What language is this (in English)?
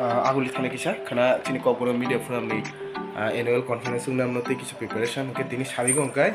Kok Borok